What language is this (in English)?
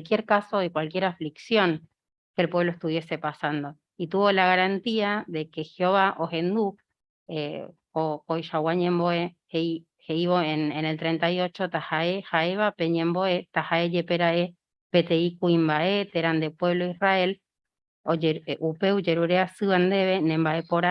Guarani